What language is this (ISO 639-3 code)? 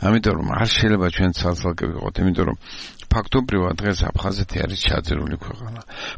kat